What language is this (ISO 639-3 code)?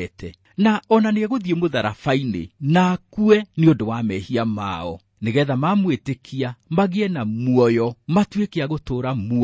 kik